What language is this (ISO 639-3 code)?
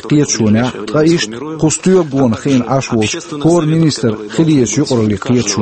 che